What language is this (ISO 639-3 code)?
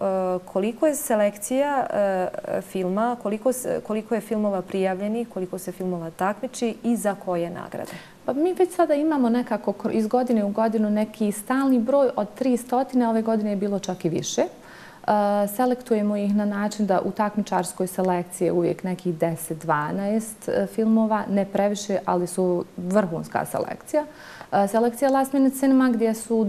bos